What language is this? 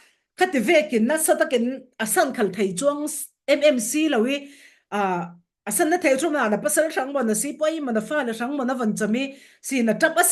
Falam Chin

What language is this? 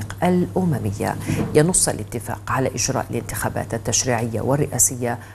Arabic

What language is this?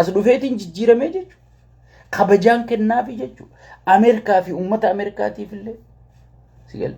Oromo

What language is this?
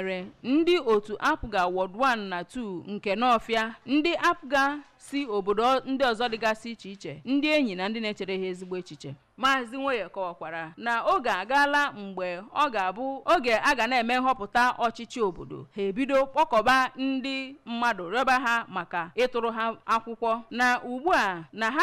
Igbo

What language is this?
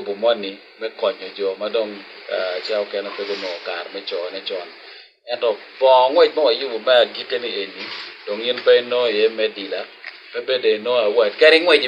Acoli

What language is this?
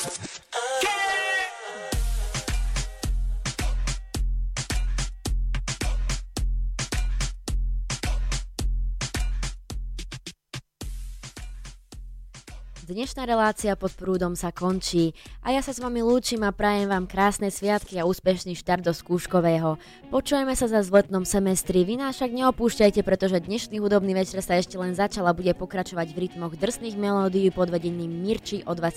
Slovak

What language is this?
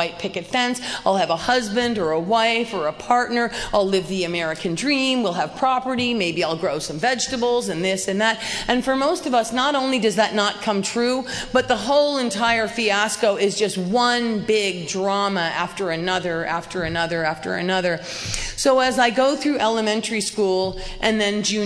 English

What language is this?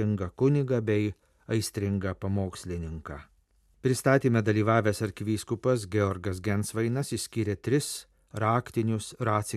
Lithuanian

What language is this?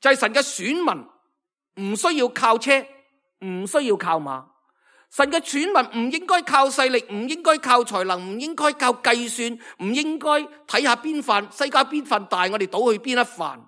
Cantonese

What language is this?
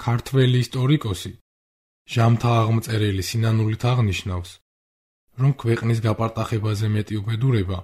Georgian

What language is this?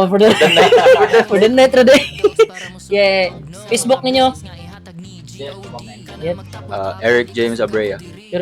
Cebuano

